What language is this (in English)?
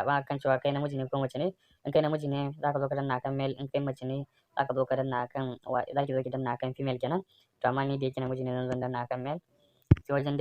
Hausa